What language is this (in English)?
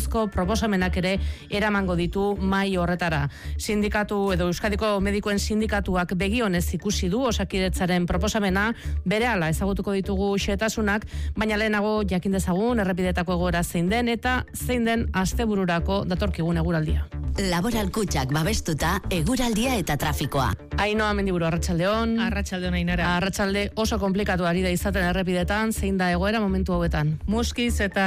Basque